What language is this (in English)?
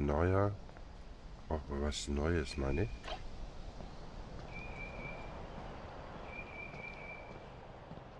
German